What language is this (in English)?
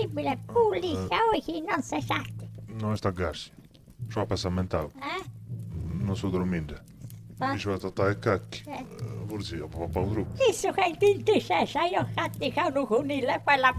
Sardinian